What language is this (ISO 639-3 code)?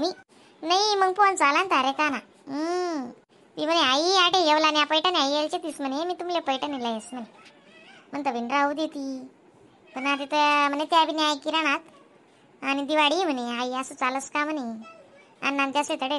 khn